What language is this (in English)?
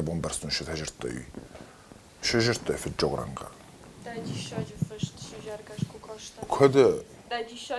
Ossetic